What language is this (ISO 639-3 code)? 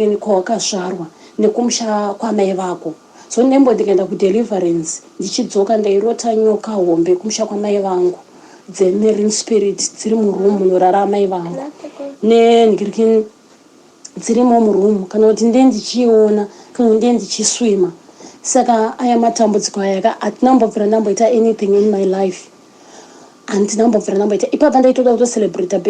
sna